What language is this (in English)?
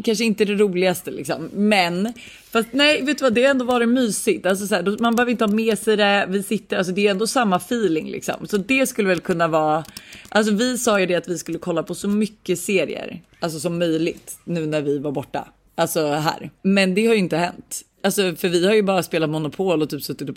Swedish